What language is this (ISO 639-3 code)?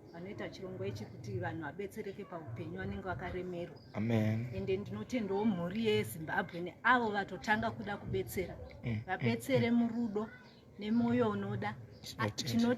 sna